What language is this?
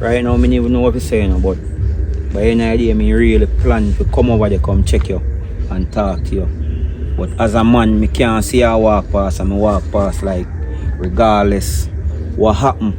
Jamaican Creole English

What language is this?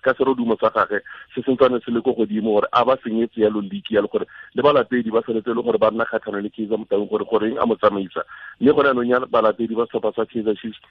Tswana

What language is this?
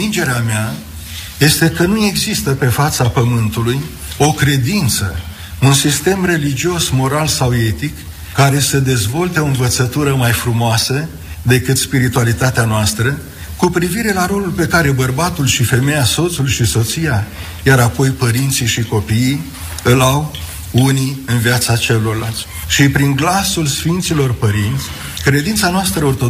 Romanian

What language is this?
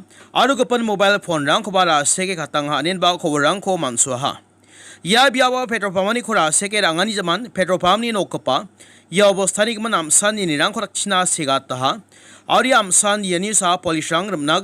Garo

